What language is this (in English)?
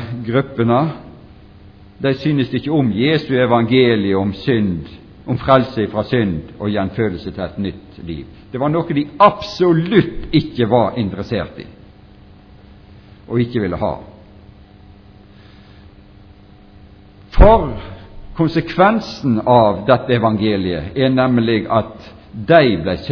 Norwegian